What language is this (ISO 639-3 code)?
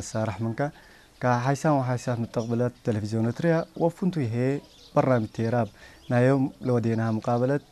tig